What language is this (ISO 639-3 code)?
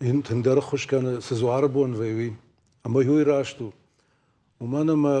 oss